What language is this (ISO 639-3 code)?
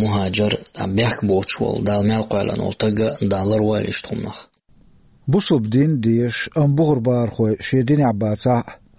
che